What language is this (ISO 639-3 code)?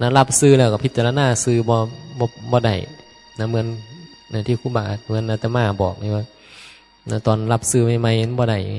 tts